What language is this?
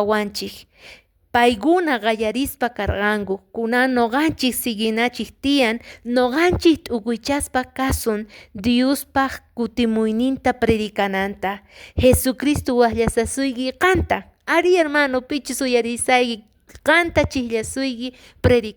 Quechua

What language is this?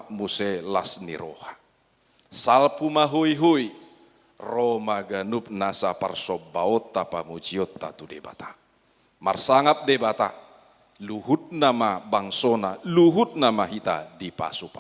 Batak Toba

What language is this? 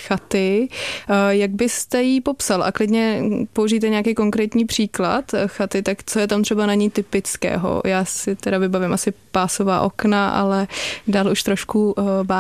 Czech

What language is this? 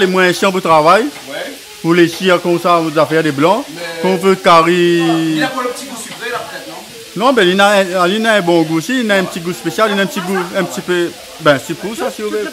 Réunion Creole French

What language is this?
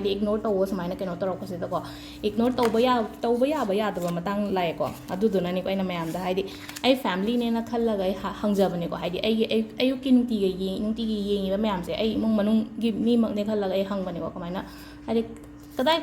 Manipuri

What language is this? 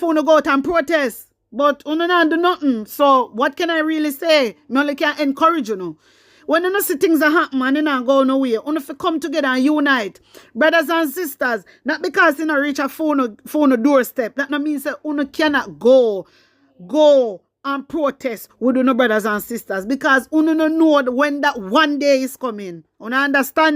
Jamaican Creole English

